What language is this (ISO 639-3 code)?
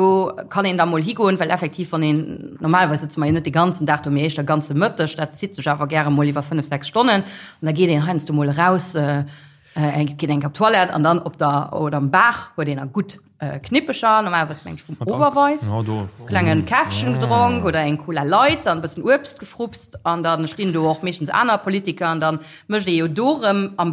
ltz